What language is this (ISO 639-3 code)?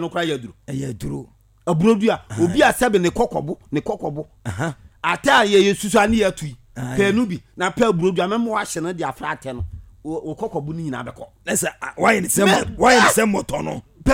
aka